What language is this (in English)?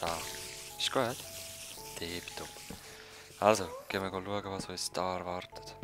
Swiss German